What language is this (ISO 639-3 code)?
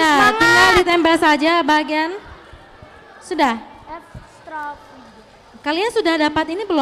ind